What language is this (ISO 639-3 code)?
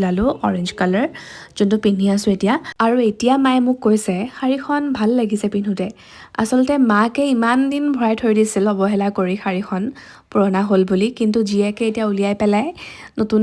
asm